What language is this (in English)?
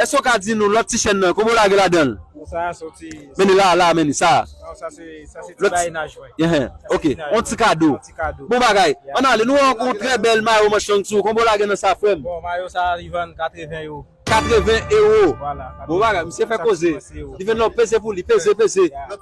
Haitian Creole